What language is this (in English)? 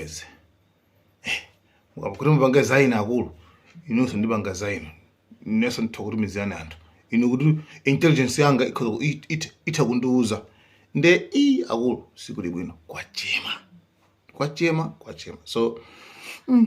Nyanja